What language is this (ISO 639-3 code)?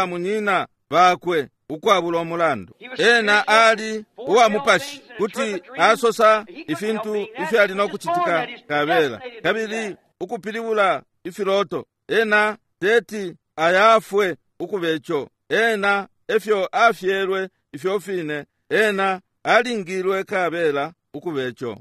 bem